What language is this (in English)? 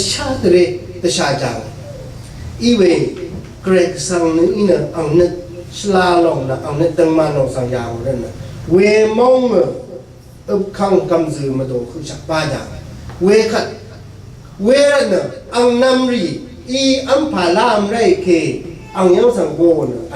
Rawang